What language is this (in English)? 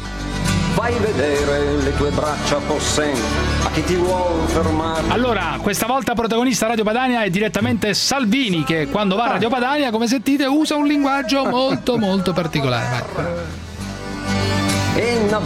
Italian